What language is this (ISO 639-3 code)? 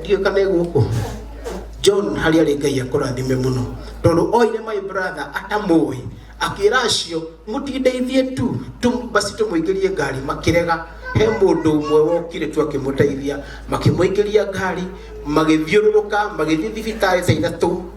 kik